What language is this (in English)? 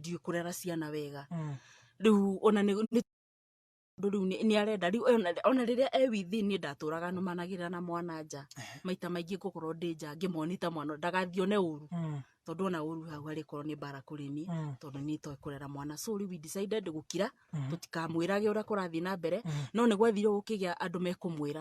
Kikuyu